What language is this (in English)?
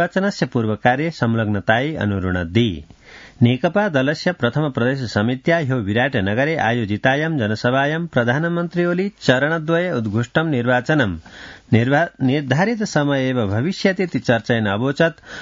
Sanskrit